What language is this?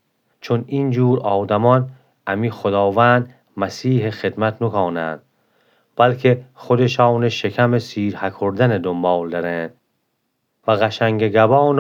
Gilaki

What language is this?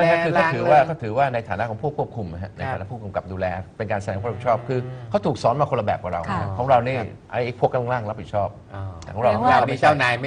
Thai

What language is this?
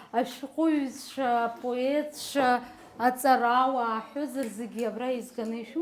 Abkhazian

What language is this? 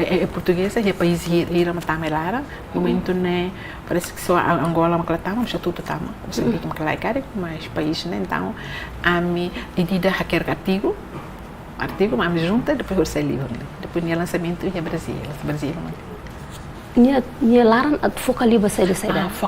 Tetum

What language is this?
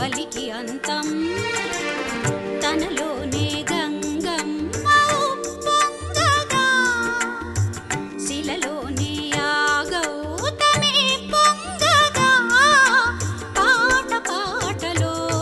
Telugu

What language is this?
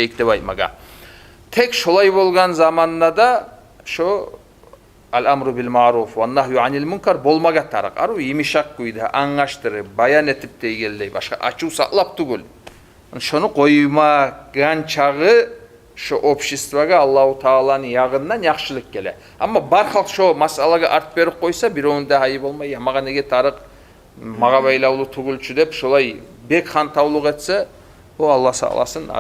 Kumyk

